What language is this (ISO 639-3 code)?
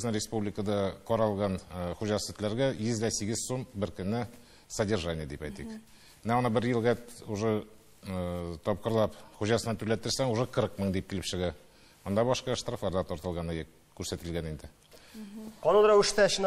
tat